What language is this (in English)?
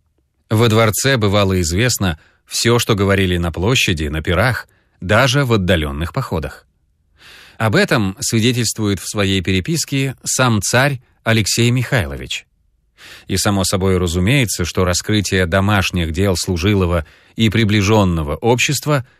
Russian